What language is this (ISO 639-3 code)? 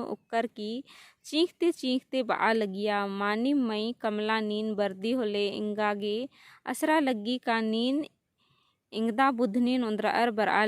kru